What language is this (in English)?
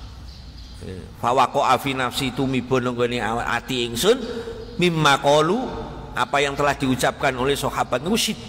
Javanese